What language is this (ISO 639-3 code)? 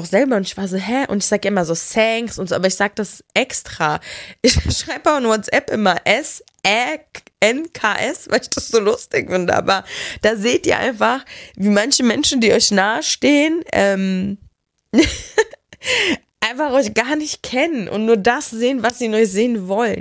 deu